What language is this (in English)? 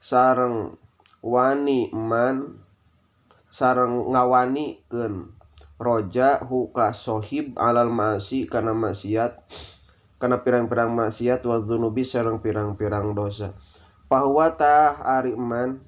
Sundanese